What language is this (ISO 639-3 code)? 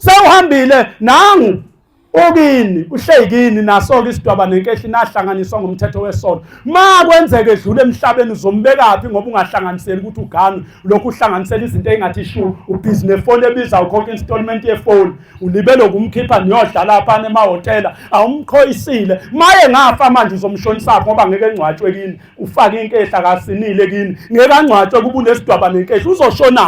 zul